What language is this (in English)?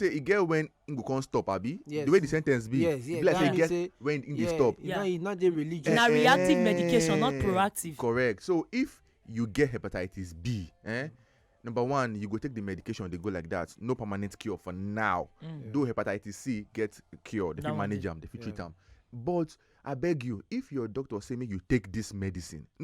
Nigerian Pidgin